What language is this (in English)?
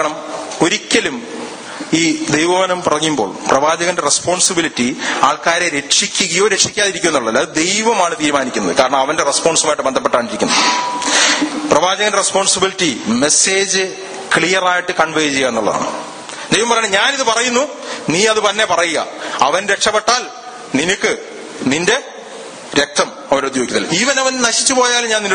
Malayalam